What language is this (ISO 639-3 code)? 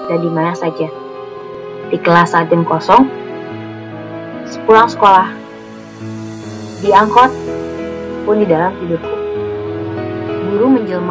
ind